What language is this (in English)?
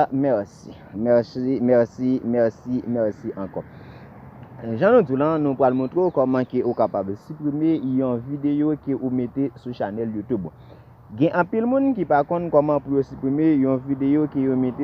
Haitian Creole